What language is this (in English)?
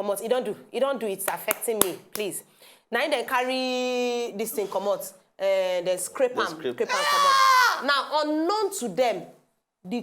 Nigerian Pidgin